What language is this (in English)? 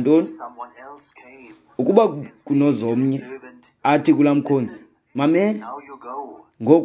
Xhosa